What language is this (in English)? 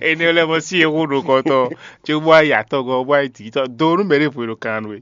Fon